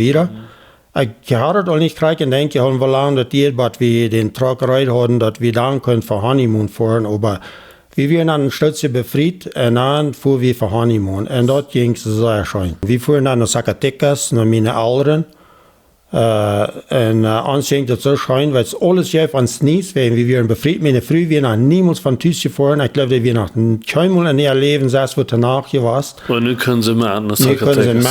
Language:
Plautdietsch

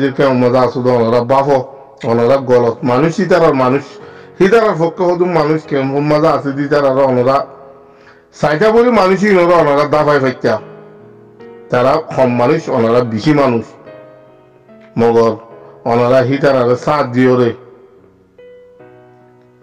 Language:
Rohingya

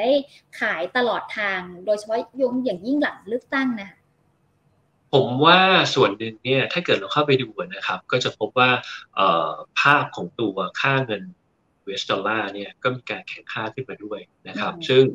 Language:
Thai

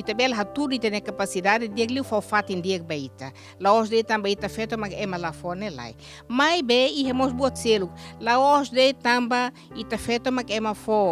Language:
Tetum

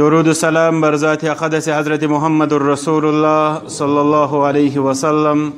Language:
Kashmiri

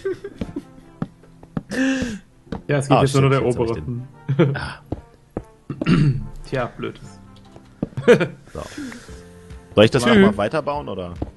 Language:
German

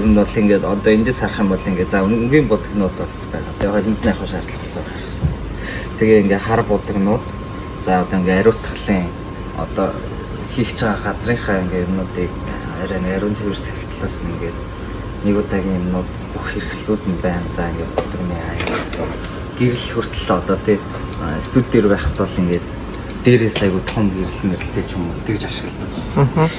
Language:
Mongolian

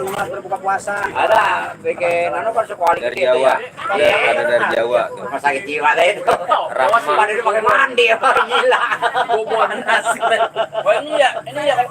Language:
Betawi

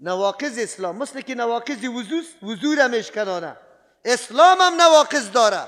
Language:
Persian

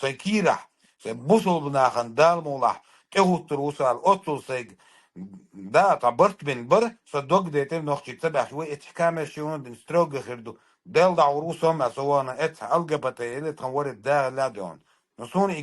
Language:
Chechen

